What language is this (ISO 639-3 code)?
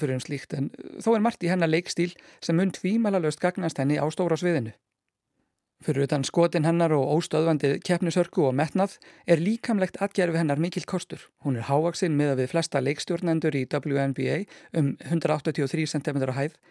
isl